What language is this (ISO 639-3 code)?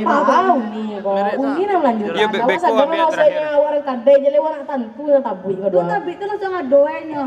min